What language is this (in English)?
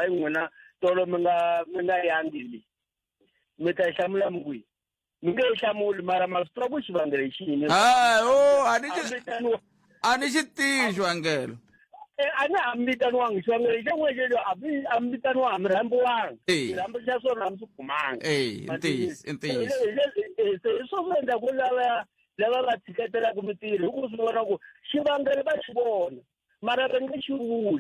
Tsonga